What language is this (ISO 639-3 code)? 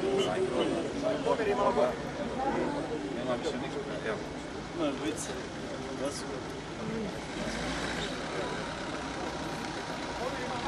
bos